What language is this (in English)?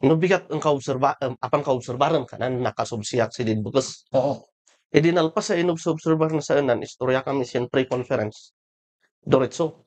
Kankanaey